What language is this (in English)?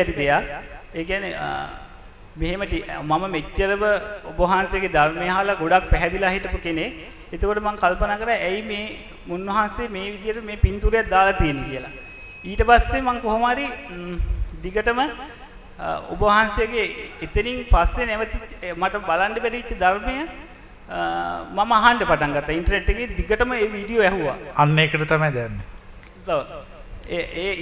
Sinhala